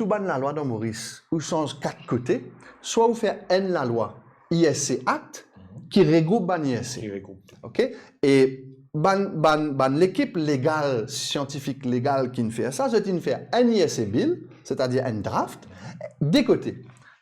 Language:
Morisyen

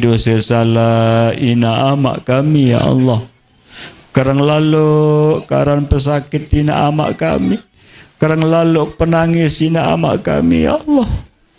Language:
Sasak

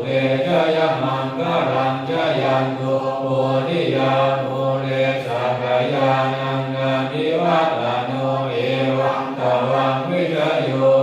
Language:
Pali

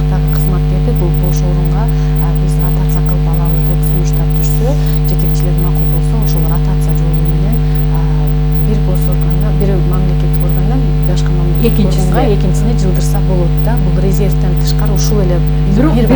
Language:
Kyrgyz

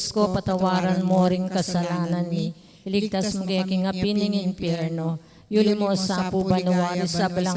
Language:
Pampanga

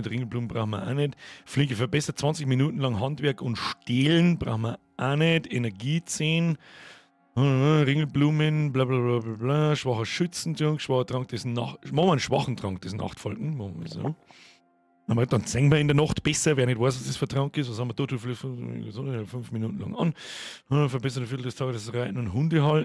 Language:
Bavarian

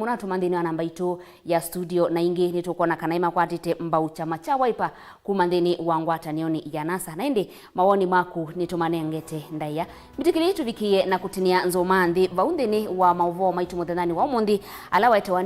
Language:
Kamba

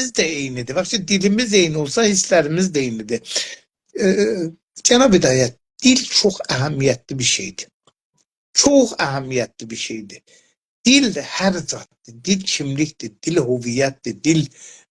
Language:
South Azerbaijani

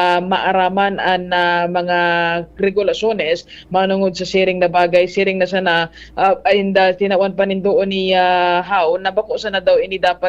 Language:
Bikol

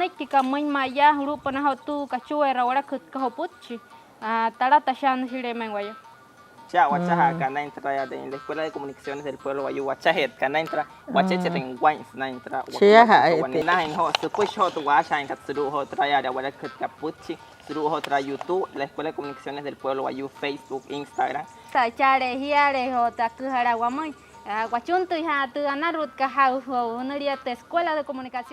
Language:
Wayuu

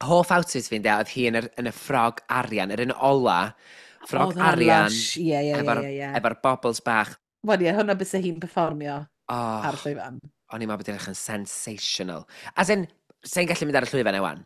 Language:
Welsh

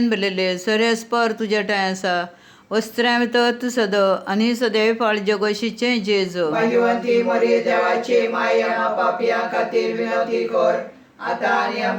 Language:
Konkani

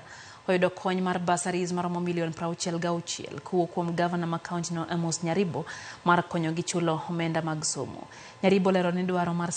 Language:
Luo (Kenya and Tanzania)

